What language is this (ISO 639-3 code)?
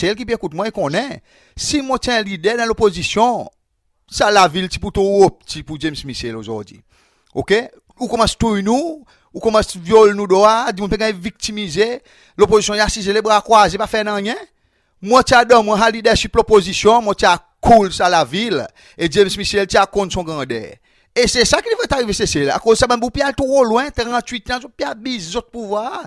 crs